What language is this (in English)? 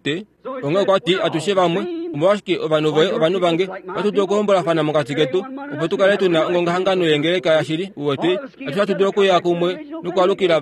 Kuanyama